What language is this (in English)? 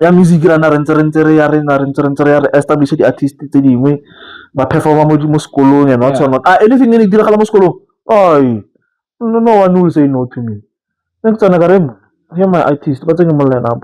Tswana